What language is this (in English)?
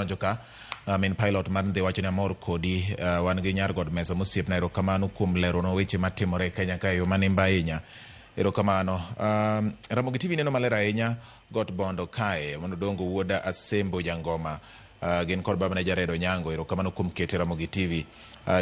Luo (Kenya and Tanzania)